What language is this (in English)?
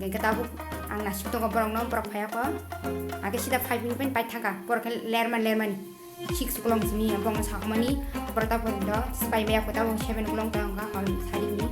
Kok Borok